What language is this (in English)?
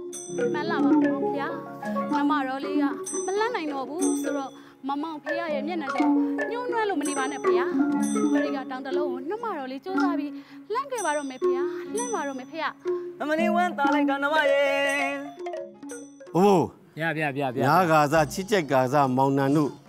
Burmese